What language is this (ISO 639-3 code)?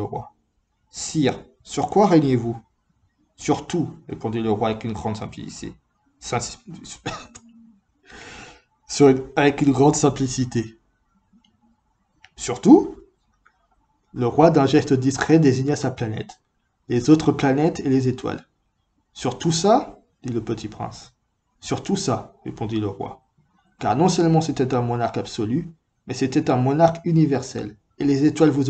fra